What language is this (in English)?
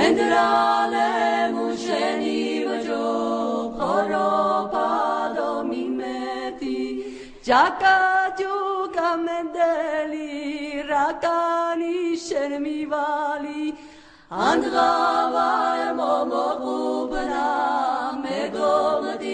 Laz